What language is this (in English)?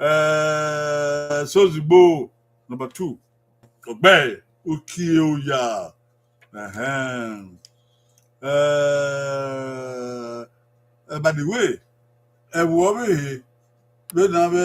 Bini